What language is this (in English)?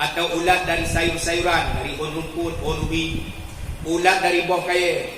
Achinese